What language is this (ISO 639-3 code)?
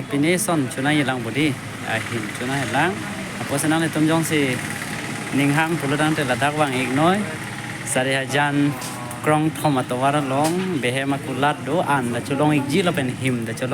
mjw